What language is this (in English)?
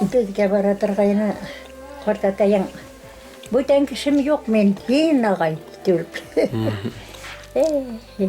Bashkir